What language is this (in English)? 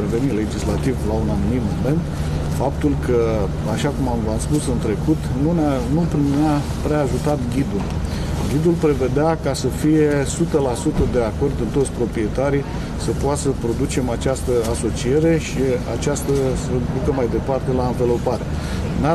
Romanian